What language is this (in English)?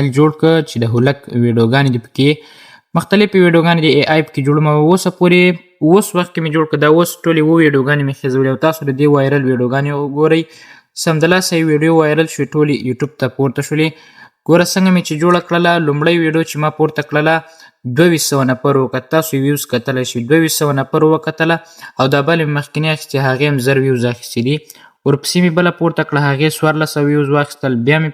Pashto